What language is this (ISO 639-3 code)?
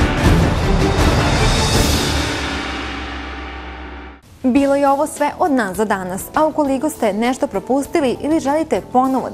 srp